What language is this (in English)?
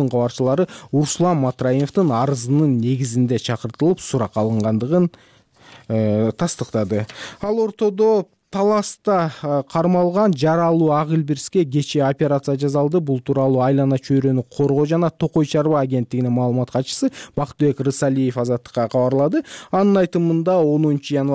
Kyrgyz